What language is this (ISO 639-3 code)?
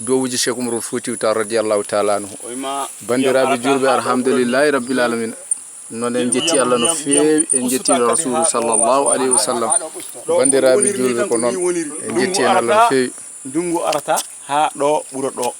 ful